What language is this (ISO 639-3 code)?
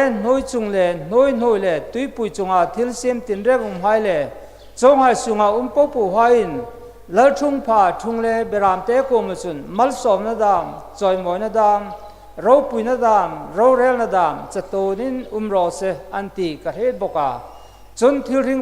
hmr